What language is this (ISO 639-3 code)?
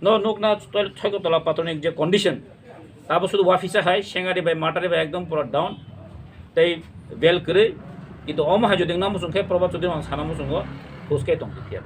trp